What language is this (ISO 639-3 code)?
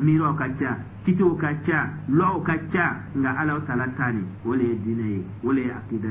dyu